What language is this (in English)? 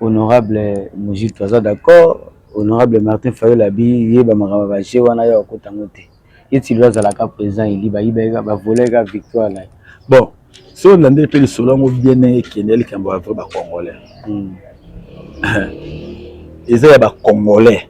Lingala